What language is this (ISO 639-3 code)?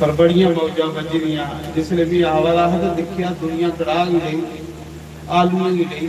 doi